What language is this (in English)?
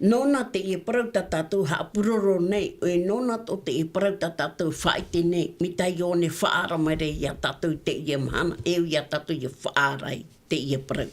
Tahitian